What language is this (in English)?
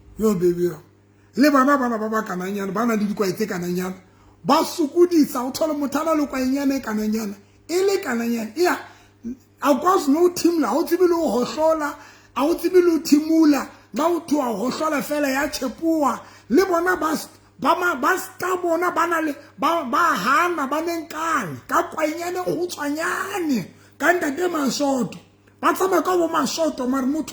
Southern Sotho